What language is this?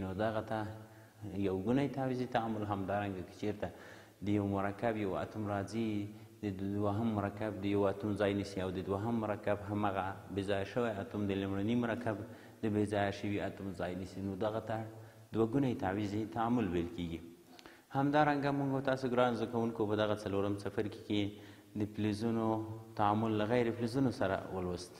Pashto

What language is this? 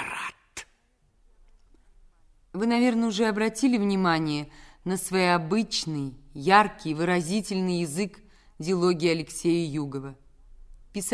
Russian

